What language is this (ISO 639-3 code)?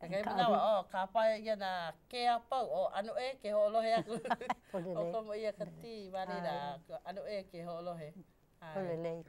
haw